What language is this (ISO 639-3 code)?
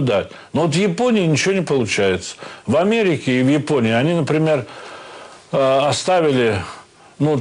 rus